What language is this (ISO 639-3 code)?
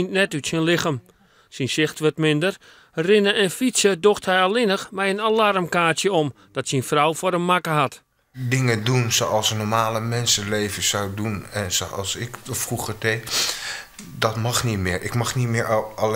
fry